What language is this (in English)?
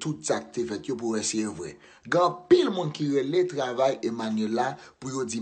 Haitian Creole